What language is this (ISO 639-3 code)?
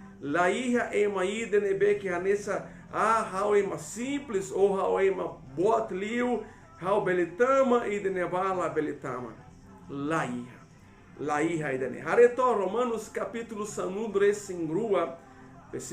tet